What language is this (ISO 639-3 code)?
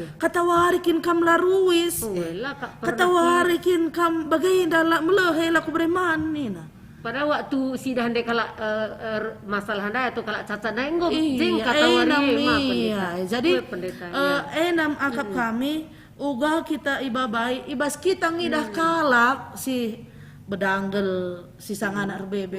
btx